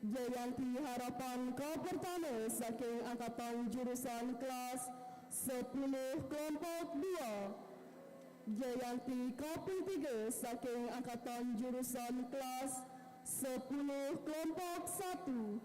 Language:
Balinese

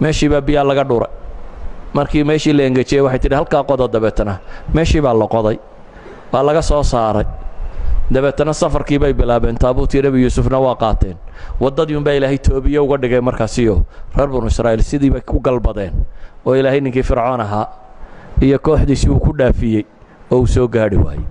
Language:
Somali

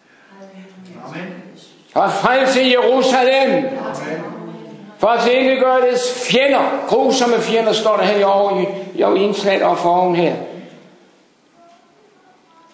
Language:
Danish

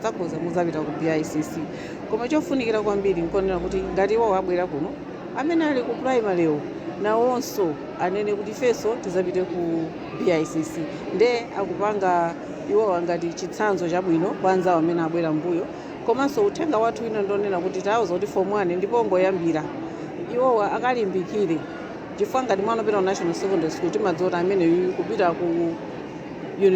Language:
Nyanja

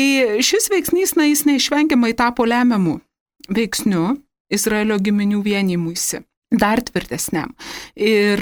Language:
Lithuanian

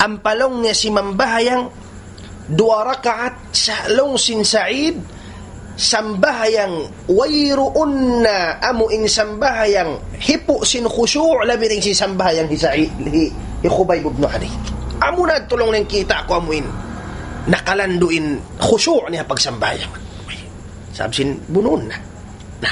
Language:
Tausug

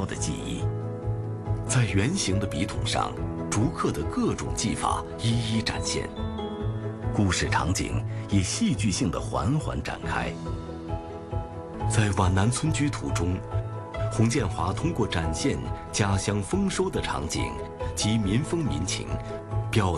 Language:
Chinese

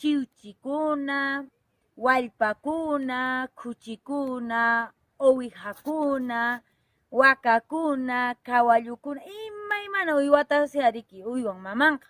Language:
Quechua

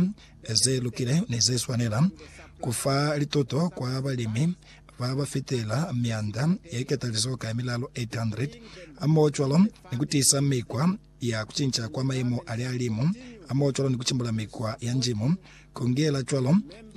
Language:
Lozi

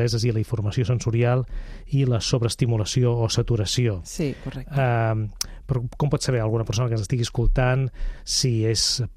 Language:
Catalan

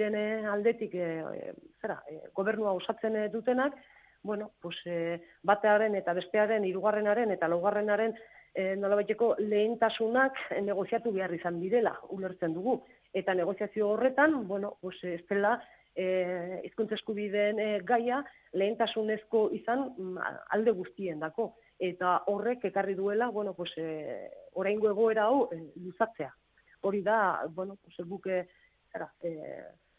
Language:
Basque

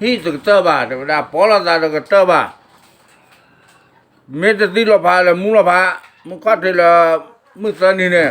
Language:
S'gaw Karen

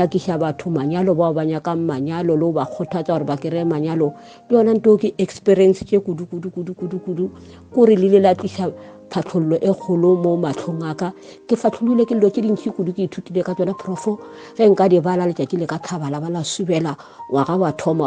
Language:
Northern Sotho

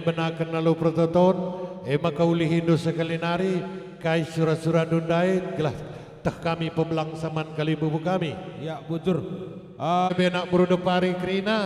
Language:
Batak Karo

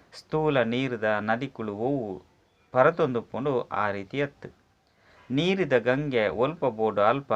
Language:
Tulu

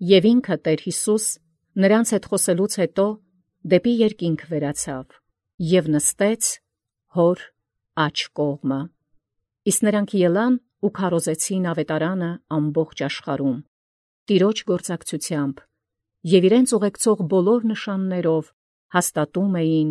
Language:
Armenian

